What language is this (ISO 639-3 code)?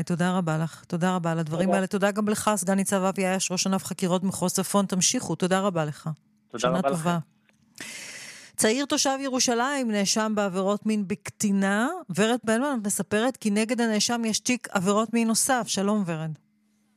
heb